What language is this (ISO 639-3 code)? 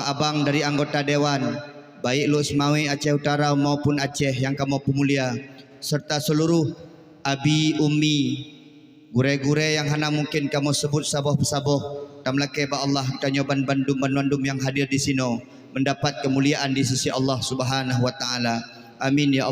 ace